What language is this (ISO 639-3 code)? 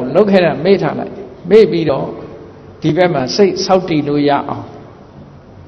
mya